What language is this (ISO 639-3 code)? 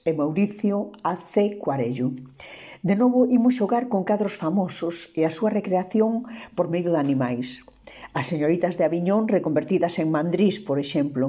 glg